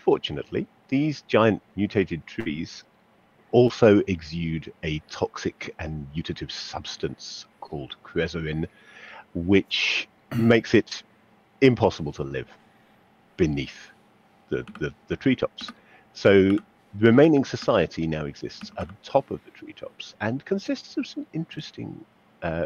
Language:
English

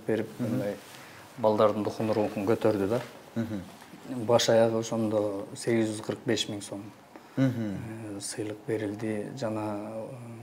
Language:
Kyrgyz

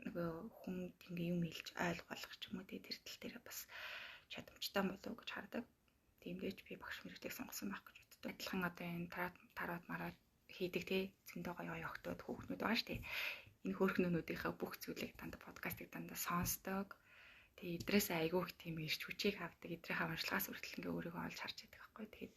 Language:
Mongolian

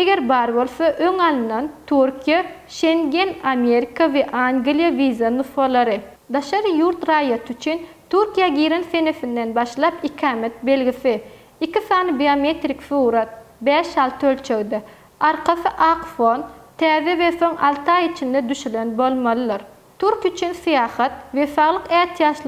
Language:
Turkmen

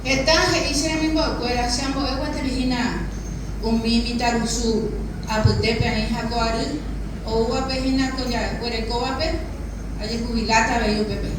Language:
Guarani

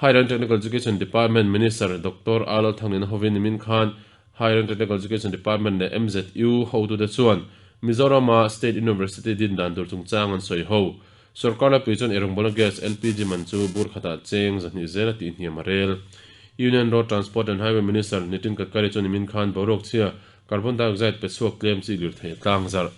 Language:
Mizo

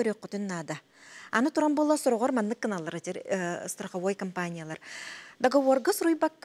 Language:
Yakut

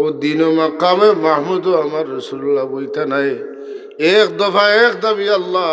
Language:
Sylheti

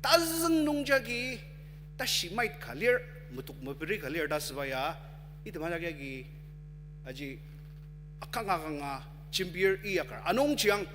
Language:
Ao Naga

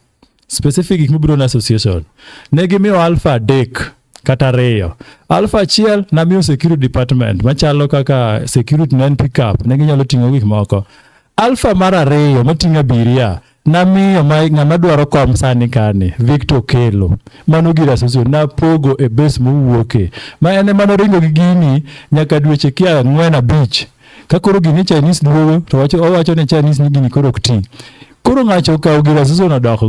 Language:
Luo (Kenya and Tanzania)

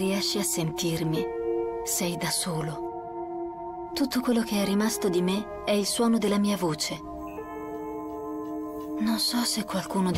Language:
Italian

